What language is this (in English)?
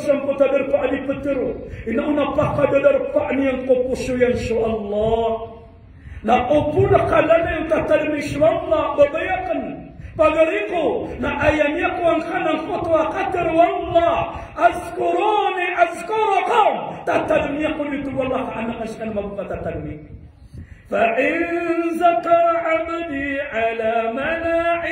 Maranao